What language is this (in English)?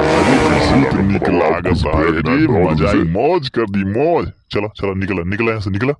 Awadhi